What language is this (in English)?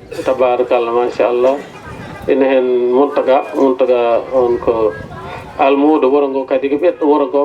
Fula